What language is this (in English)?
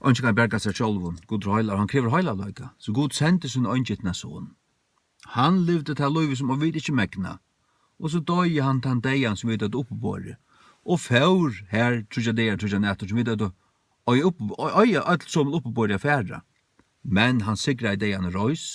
Faroese